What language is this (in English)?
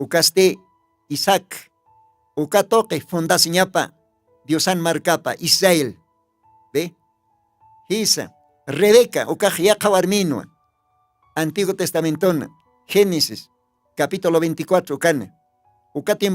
Aymara